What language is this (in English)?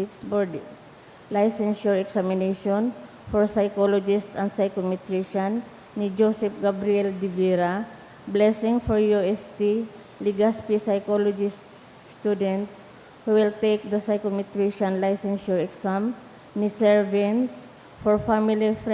Bikol